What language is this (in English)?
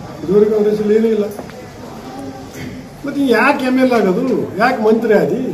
Kannada